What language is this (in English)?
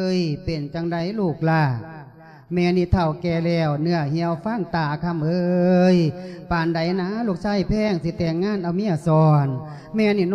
Lao